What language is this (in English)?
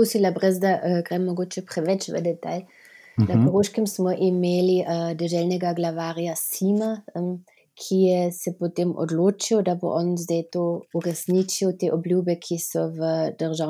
Slovenian